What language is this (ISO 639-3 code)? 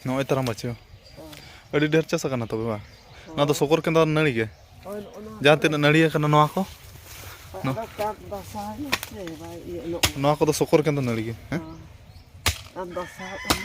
sat